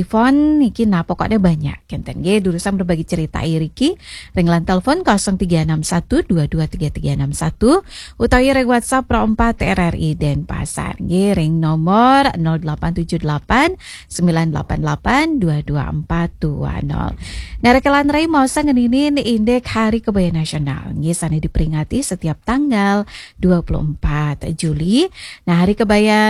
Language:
Balinese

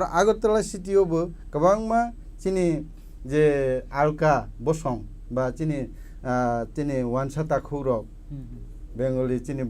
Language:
Kok Borok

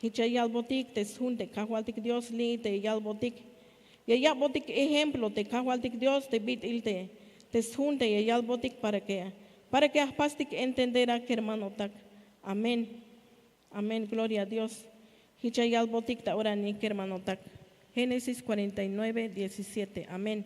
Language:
Tzeltal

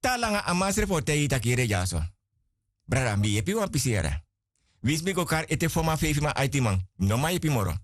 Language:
Sranan Tongo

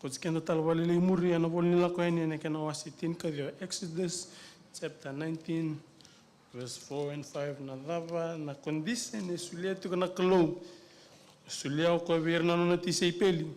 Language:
Fijian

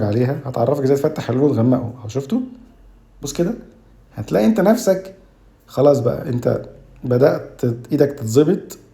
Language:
Egyptian Arabic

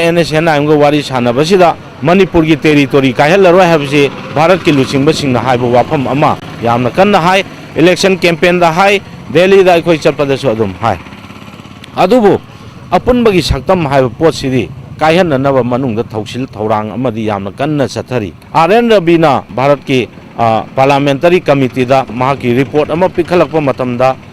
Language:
Manipuri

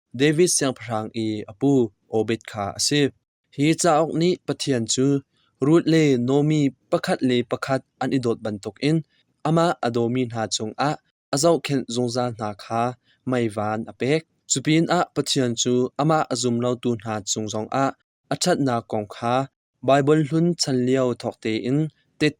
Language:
Hakha Chin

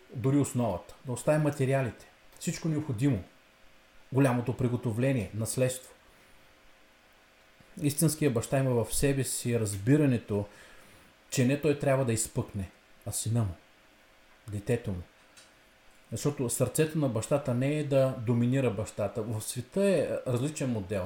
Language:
Bulgarian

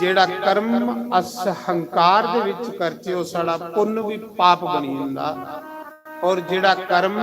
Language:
Dogri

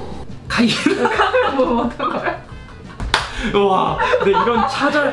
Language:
Korean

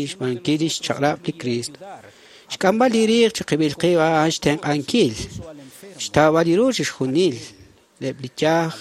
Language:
Kekchí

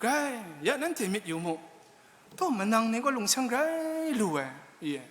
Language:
Kachin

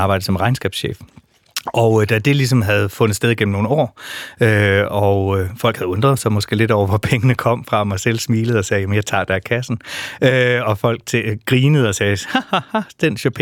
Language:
Danish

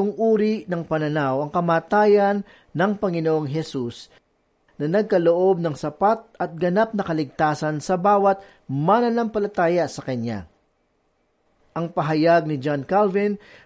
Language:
Filipino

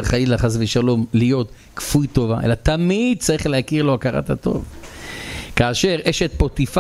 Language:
Hebrew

